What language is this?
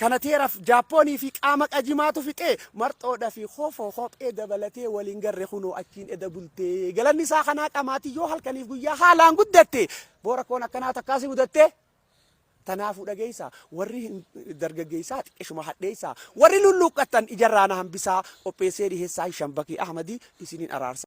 Oromo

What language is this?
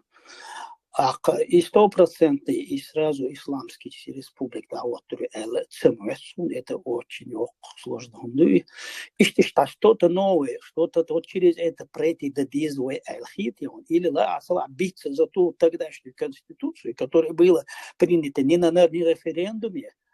Chechen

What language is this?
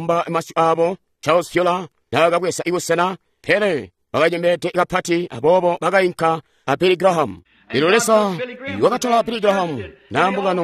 Tonga (Zambia)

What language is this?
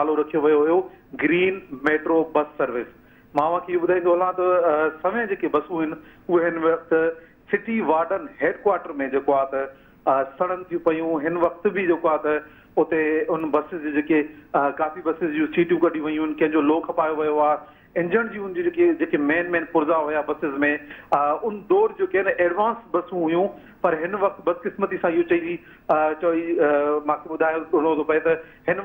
Sindhi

